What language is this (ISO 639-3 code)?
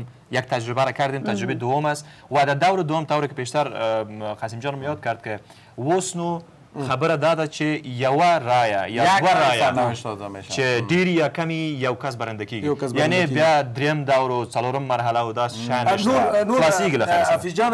fas